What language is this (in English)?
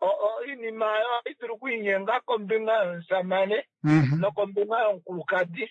Kuanyama